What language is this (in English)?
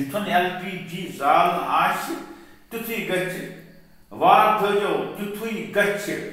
Kashmiri